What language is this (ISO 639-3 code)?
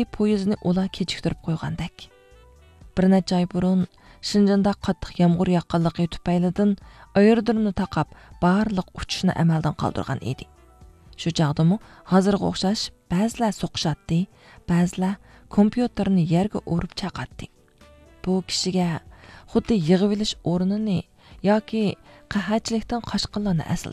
uig